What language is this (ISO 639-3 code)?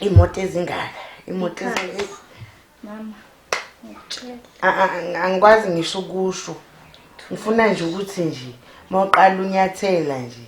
zul